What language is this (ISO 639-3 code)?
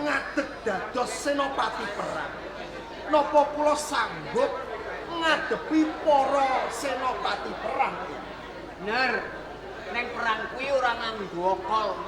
jav